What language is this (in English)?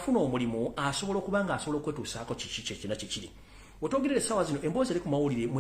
Ganda